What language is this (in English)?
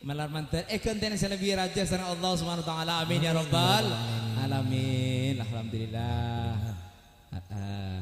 Madurese